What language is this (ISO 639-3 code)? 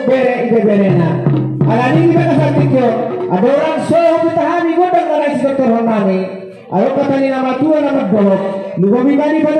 bbc